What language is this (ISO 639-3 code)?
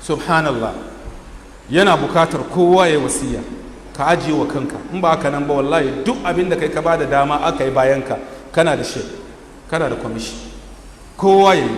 hau